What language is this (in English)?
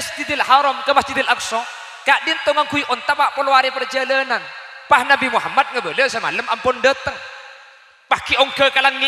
Madurese